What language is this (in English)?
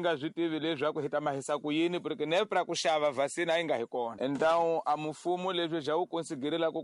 Tsonga